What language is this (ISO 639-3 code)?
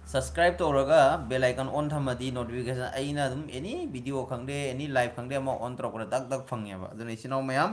mni